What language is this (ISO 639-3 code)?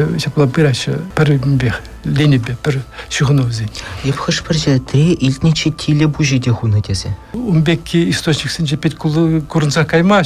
chv